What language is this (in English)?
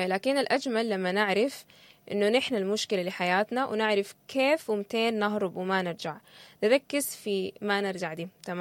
Sudanese Arabic